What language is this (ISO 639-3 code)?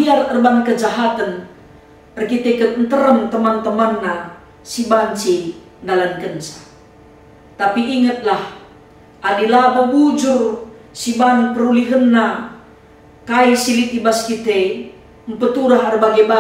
btx